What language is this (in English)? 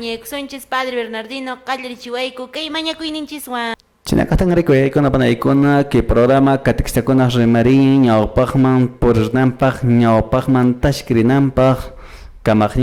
Quechua